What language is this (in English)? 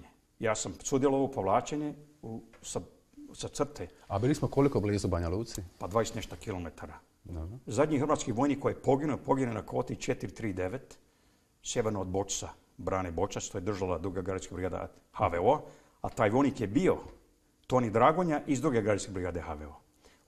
Croatian